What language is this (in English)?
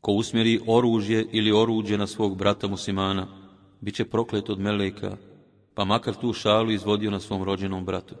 Bosnian